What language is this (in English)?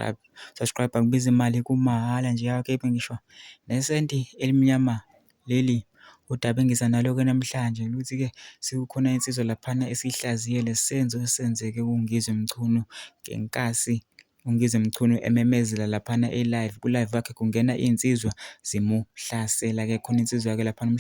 Zulu